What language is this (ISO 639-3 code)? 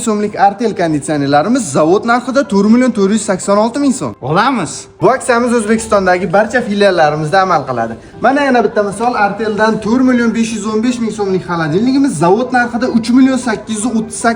uzb